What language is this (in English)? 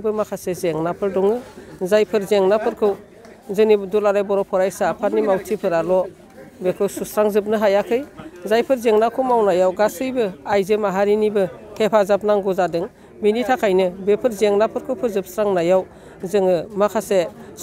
Bodo